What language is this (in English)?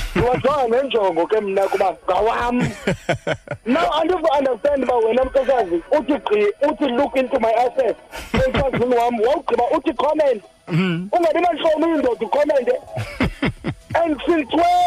Xhosa